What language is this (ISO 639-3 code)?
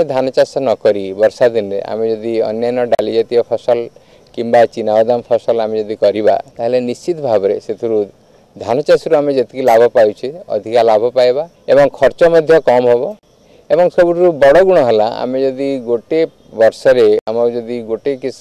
ori